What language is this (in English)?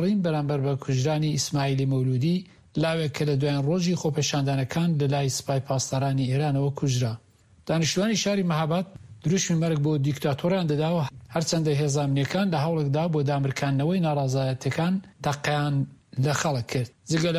Central Kurdish